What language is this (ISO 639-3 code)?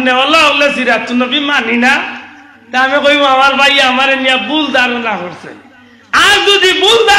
syl